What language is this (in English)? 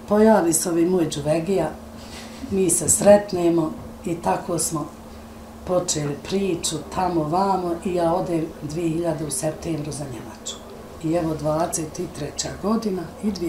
Bosnian